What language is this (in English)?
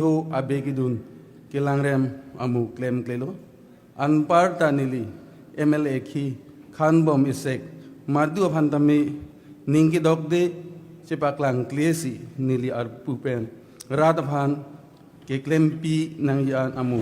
Karbi